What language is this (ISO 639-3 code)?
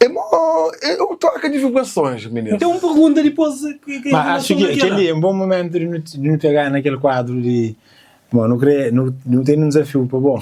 kea